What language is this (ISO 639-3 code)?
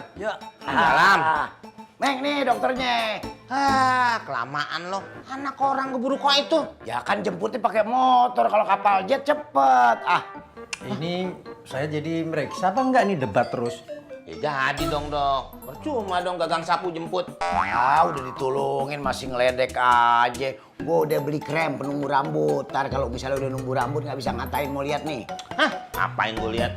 bew